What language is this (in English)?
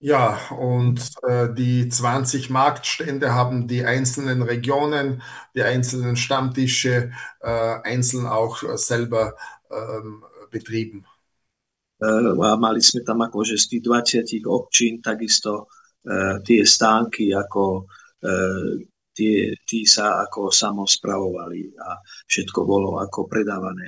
Slovak